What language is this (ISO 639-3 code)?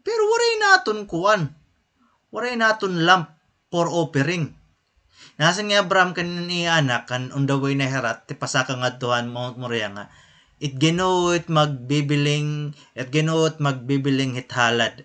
war